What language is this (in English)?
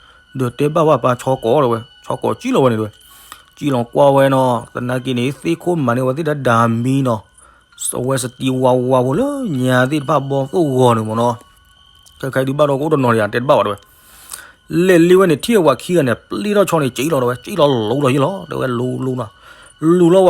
S'gaw Karen